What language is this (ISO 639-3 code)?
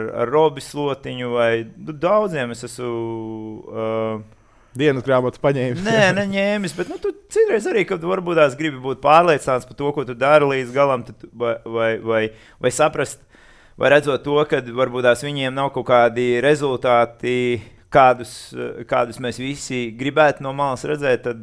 lav